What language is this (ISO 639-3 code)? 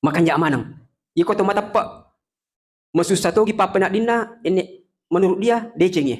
bug